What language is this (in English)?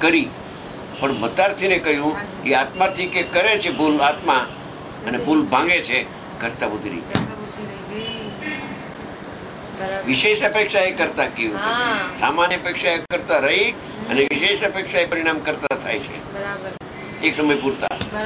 Gujarati